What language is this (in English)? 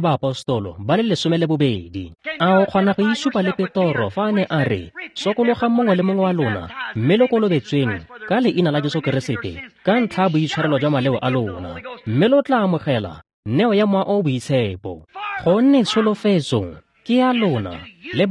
Tswana